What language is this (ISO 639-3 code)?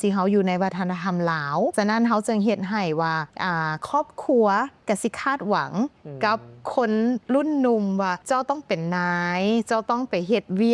lao